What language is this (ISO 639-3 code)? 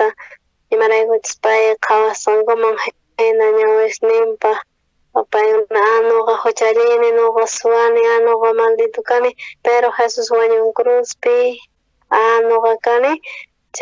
quh